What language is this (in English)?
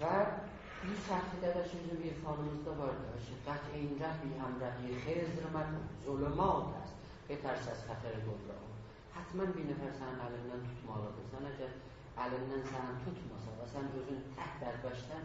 South Azerbaijani